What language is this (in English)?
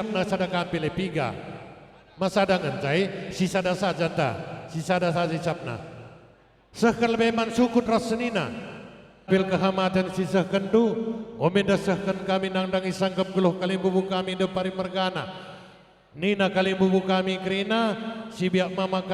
Batak Karo